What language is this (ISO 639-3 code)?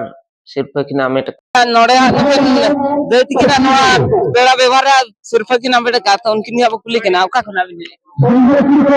sat